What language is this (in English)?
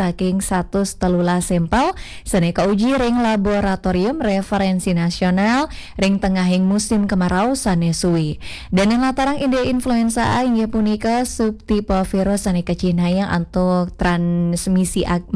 Balinese